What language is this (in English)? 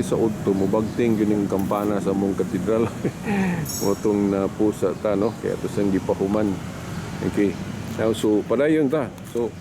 Cebuano